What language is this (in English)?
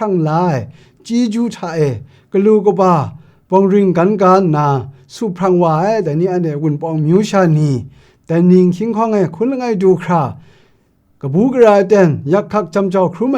Kachin